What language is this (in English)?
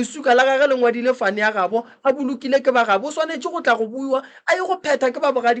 Northern Sotho